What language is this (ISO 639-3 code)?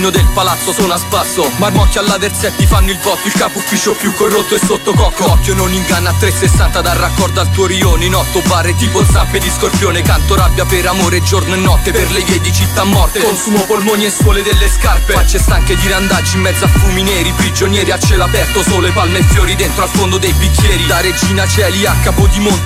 ita